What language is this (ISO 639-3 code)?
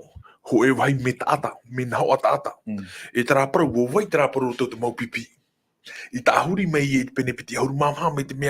tah